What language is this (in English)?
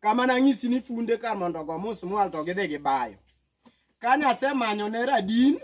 Luo (Kenya and Tanzania)